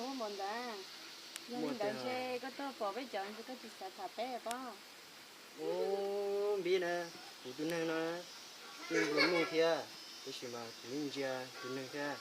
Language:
Hmong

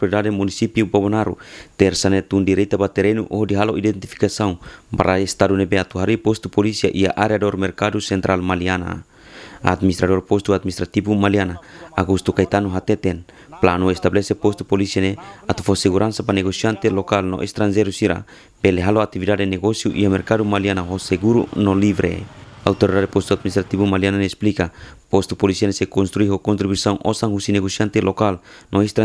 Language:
Tetum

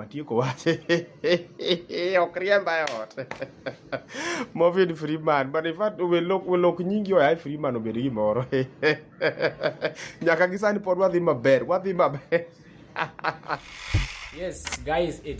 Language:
Luo (Kenya and Tanzania)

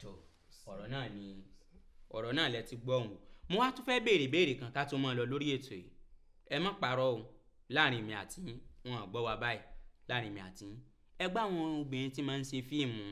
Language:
Yoruba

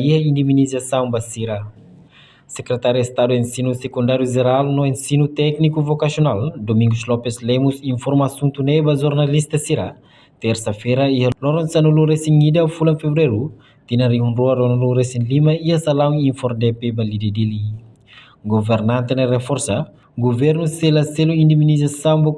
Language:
Tetum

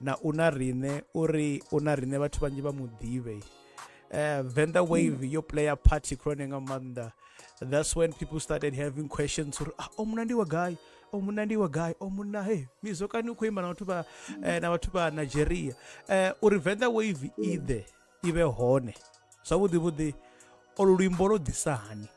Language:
Venda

